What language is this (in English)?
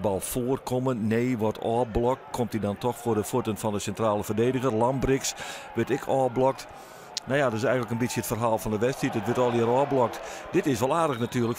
Western Frisian